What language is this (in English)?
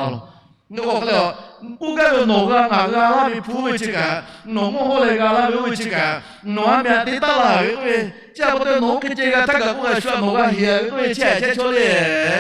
Lahu